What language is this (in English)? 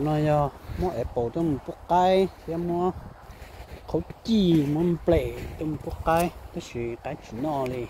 Hmong